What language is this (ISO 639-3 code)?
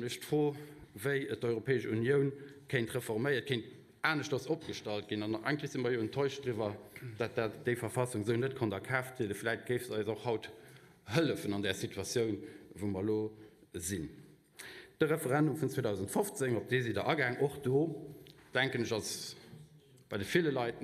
ltz